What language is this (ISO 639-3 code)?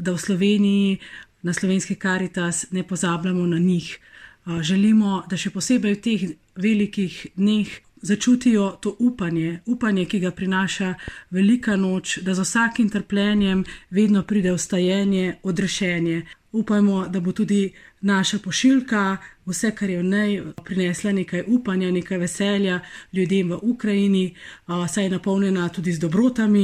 slv